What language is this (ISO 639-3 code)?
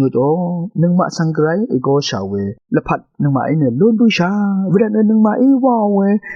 raw